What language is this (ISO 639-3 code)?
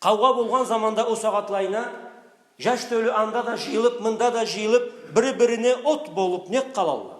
krc